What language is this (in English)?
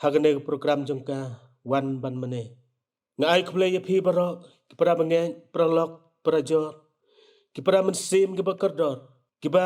Khasi